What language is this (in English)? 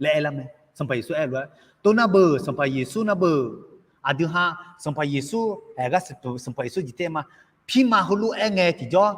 Akha